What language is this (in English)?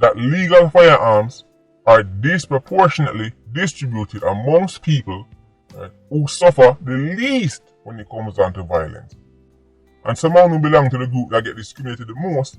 Jamaican Creole English